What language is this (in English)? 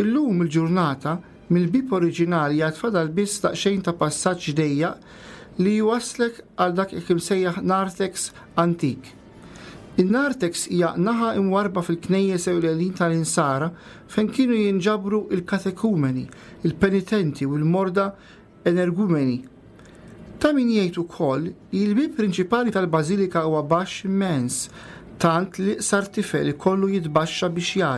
Maltese